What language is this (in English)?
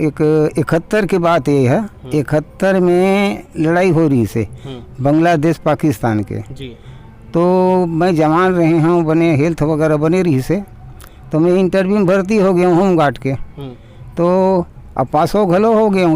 Chhattisgarhi